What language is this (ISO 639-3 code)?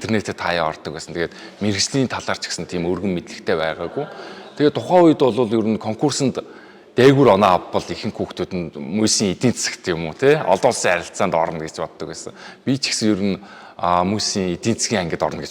mon